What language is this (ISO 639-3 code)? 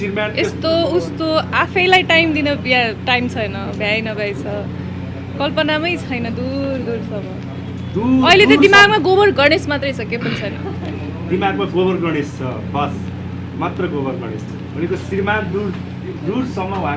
nep